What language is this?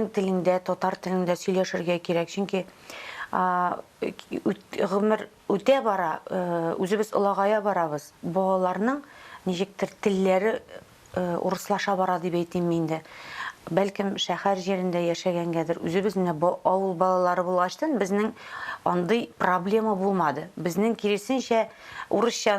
Tatar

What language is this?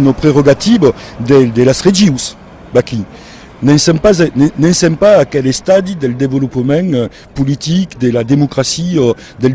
Occitan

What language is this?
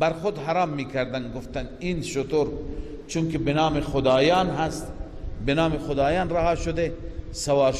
Persian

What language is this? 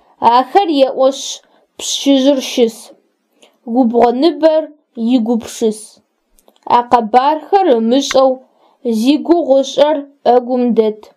Adyghe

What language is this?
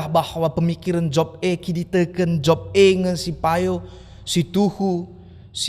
Batak Karo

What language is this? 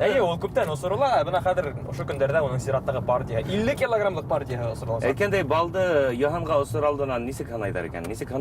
Bashkir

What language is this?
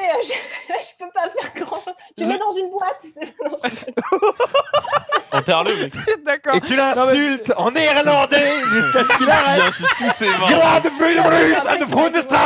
French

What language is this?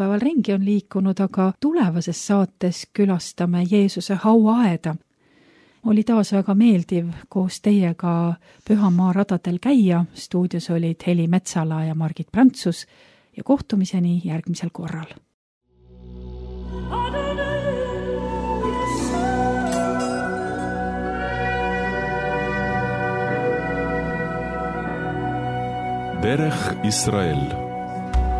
Estonian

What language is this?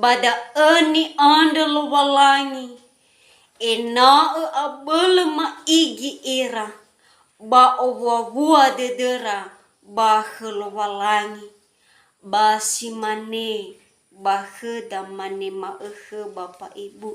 Nias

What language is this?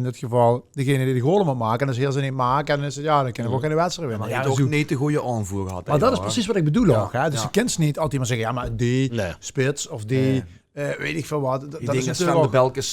Limburgish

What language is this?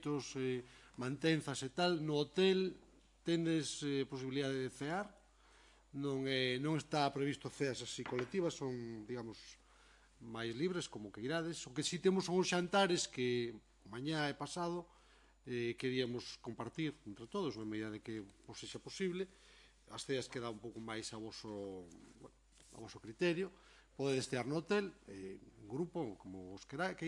Galician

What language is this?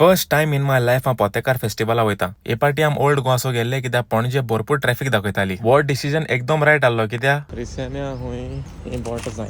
Konkani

